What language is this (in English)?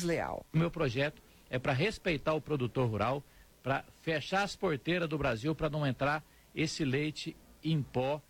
Portuguese